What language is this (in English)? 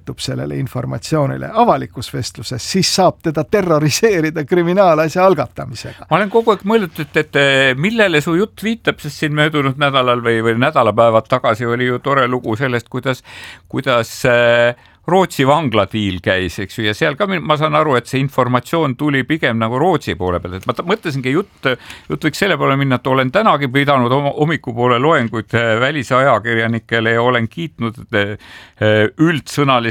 Estonian